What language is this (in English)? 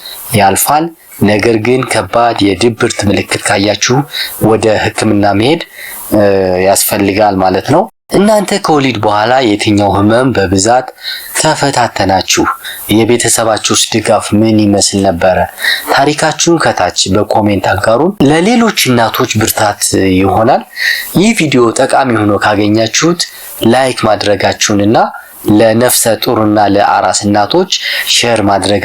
Amharic